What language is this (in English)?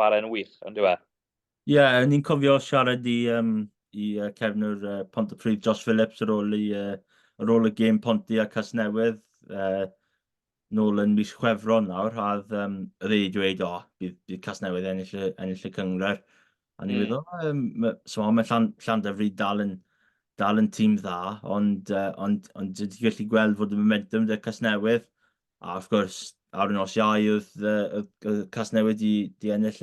Welsh